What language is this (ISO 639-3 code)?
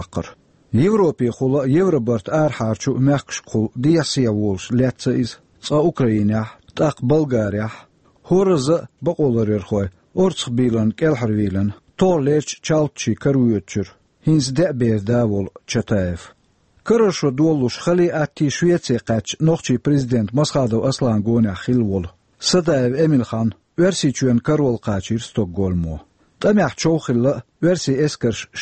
che